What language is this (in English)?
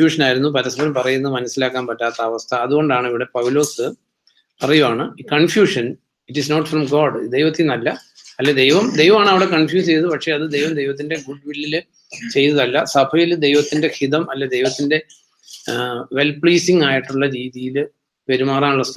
Malayalam